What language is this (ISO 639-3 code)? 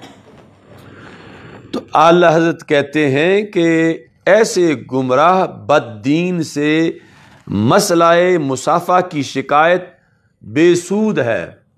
urd